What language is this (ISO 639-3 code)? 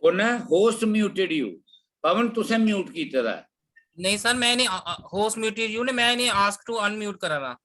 doi